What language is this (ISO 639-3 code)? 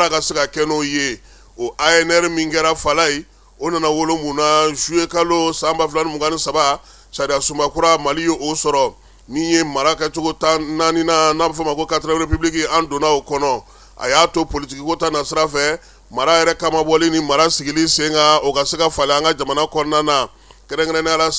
bam